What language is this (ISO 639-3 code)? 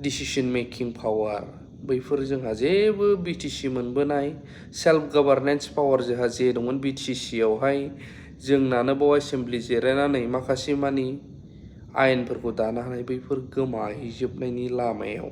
brx